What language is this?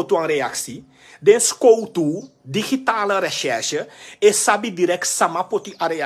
Sranan Tongo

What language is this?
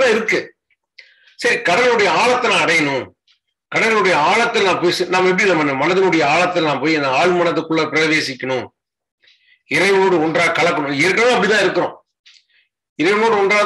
Tamil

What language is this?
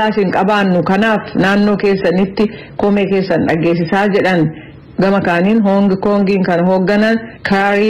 Oromo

